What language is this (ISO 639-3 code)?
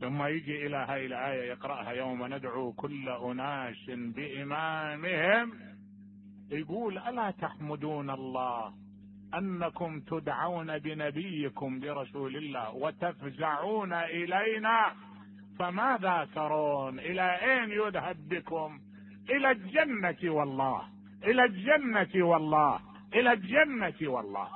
acm